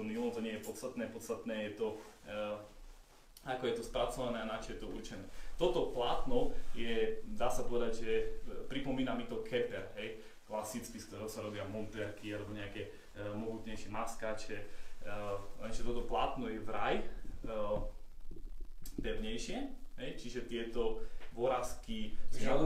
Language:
Slovak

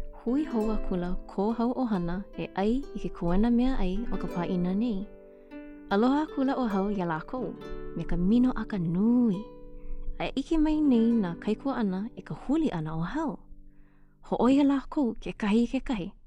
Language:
Hawaiian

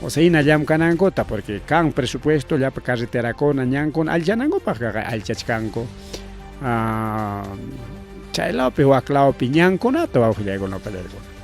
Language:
Ayacucho Quechua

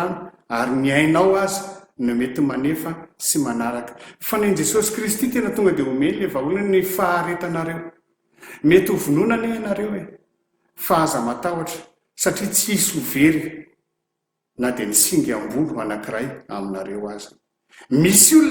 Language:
Malagasy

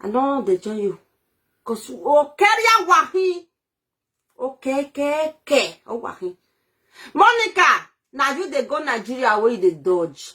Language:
Nigerian Pidgin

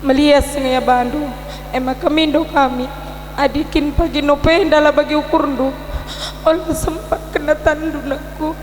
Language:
Batak Karo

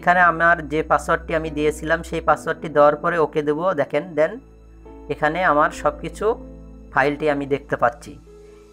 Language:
Bangla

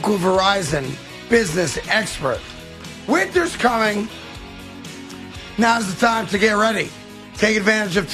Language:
English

